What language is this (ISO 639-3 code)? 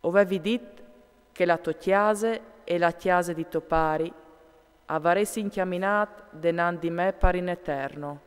fur